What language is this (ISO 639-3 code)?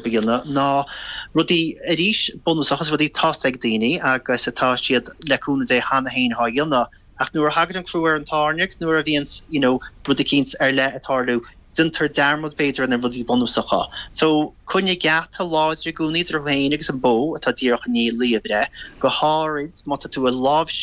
gle